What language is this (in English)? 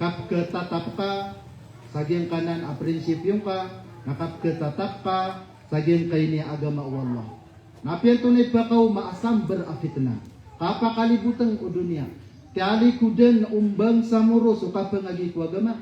Maranao